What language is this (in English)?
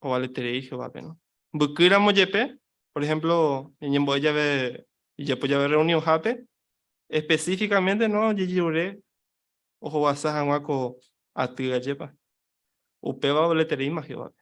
Guarani